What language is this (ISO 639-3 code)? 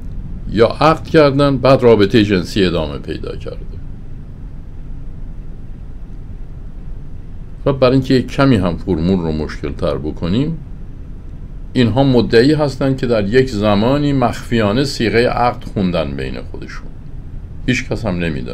fas